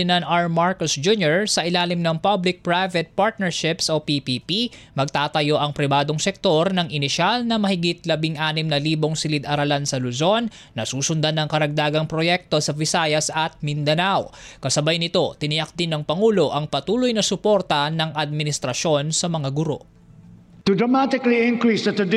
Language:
Filipino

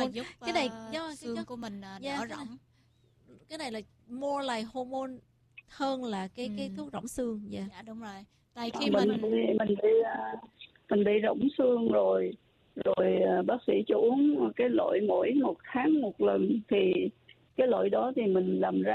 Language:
Vietnamese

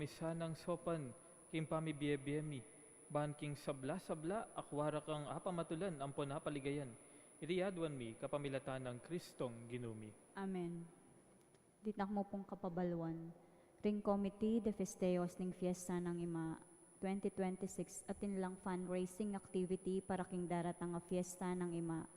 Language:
Pampanga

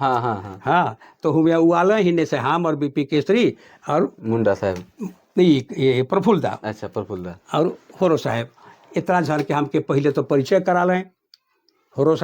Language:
Sadri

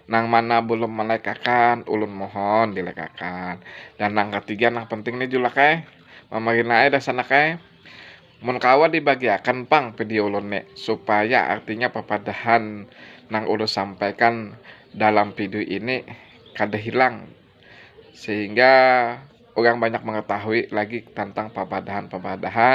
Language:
Banjar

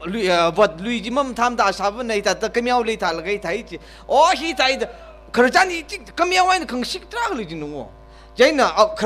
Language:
Tangkhul Naga (India)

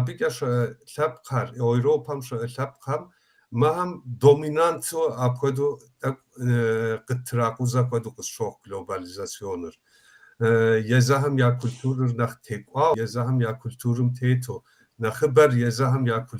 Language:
Kabardian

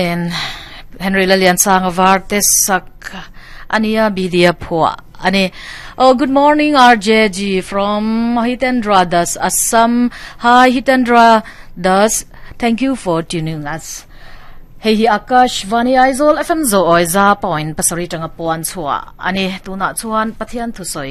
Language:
Mizo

